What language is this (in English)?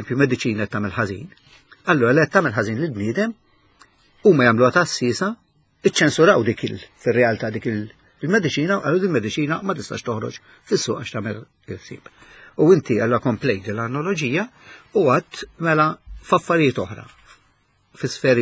Maltese